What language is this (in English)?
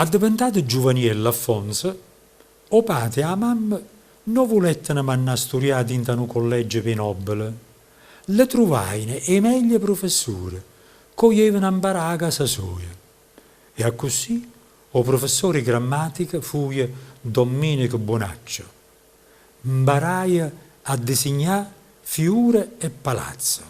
Neapolitan